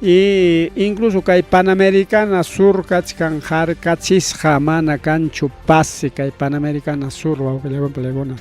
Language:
Ayacucho Quechua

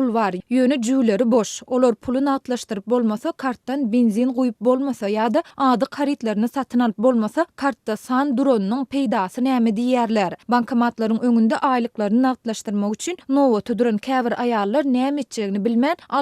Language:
Turkmen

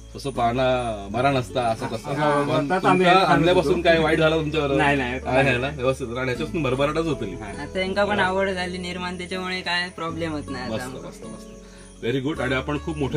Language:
Marathi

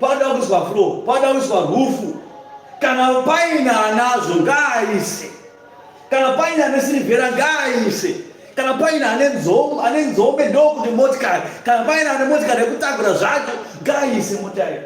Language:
Shona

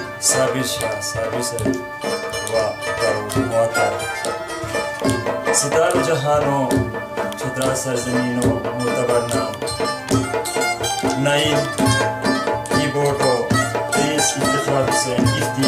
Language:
Khowar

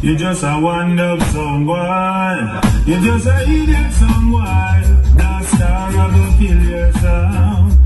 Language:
Jamaican Creole English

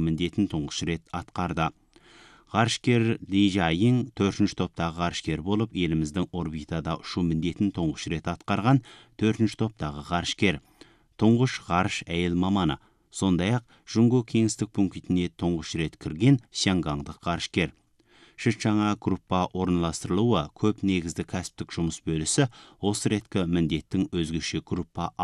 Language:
Kazakh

